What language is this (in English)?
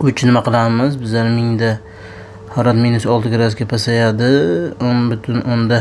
Uzbek